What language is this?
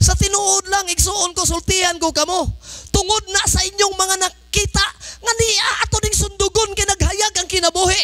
Cebuano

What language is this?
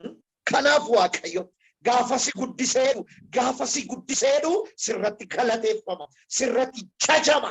Oromo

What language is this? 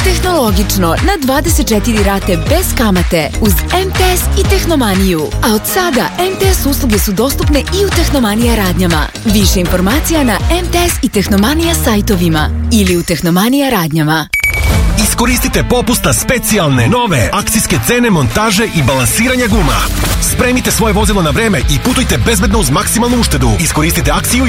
Serbian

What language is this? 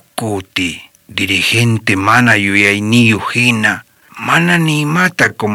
South Bolivian Quechua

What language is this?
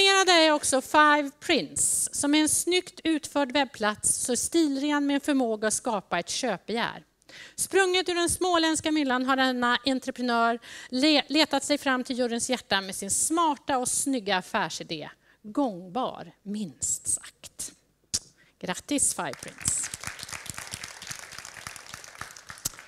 Swedish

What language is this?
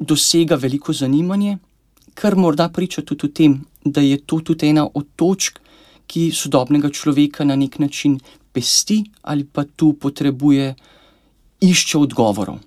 Slovenian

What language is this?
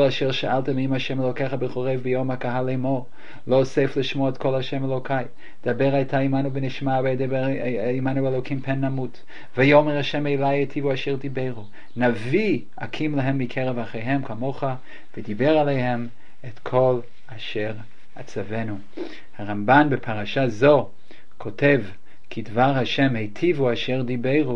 Hebrew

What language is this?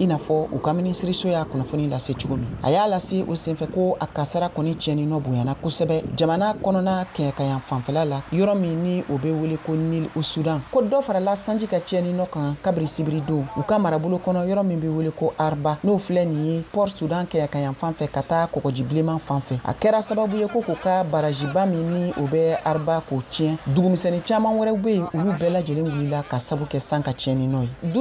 Bambara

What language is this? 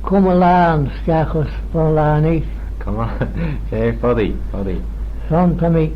Manx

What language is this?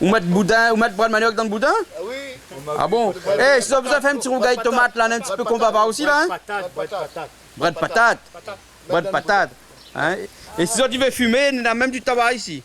Réunion Creole French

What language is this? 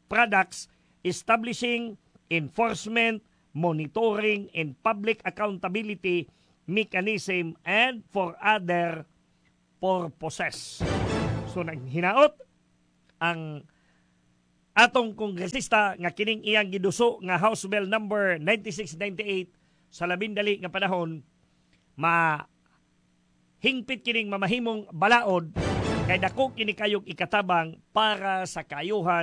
Cebuano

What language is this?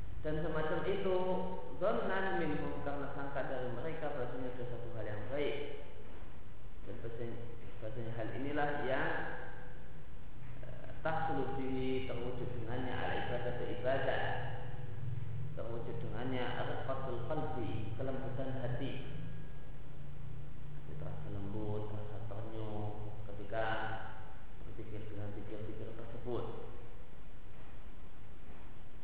Indonesian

